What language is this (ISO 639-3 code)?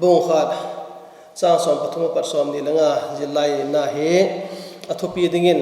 vap